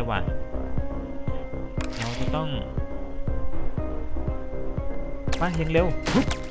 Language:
Thai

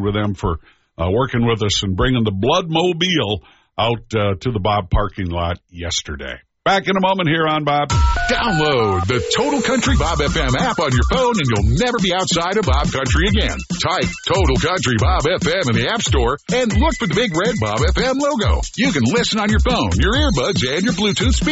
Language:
English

